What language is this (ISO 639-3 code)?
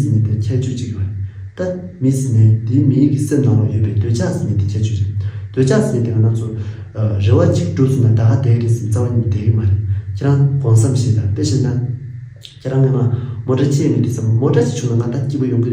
bod